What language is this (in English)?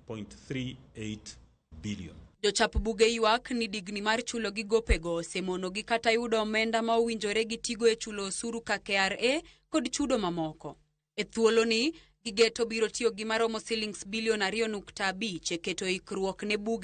Luo (Kenya and Tanzania)